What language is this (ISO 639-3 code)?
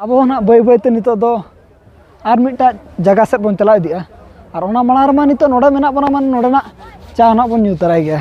sat